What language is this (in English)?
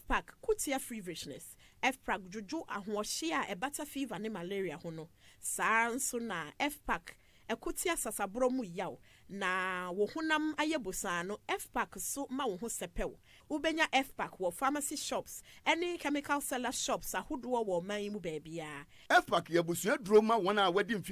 Akan